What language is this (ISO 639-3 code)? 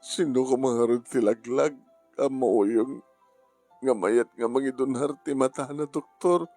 ilo